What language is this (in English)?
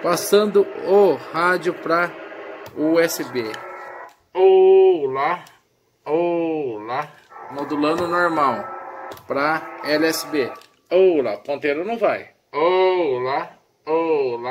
Portuguese